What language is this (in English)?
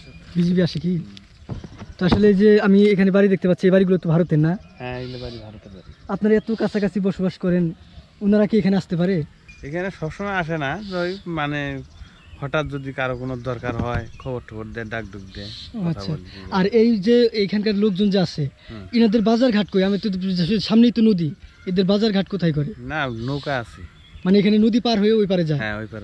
Bangla